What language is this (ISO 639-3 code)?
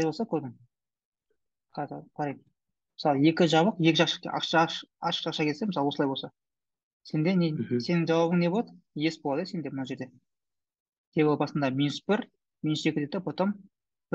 kaz